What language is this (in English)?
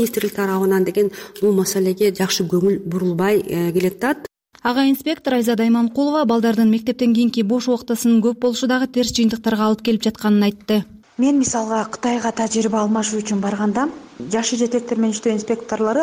Kyrgyz